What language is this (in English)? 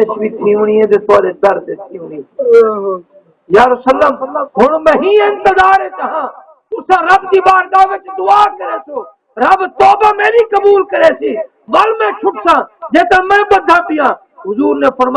Saraiki